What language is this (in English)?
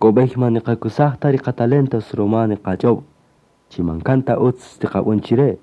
Kaqchikel